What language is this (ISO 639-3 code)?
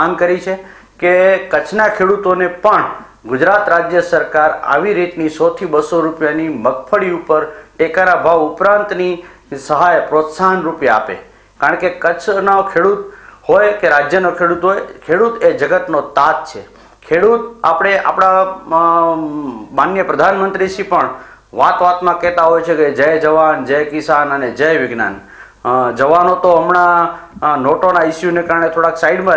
guj